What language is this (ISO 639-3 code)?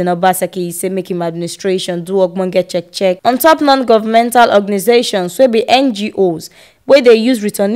pcm